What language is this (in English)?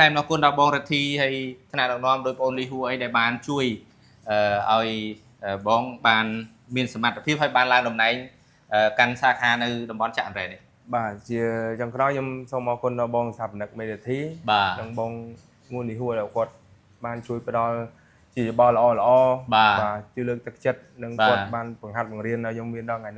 Khmer